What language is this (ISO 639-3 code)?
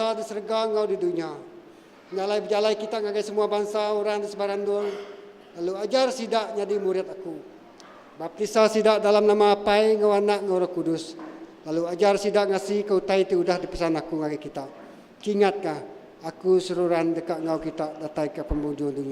iba